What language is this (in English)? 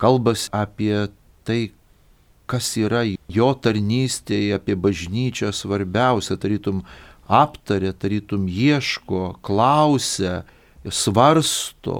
Lithuanian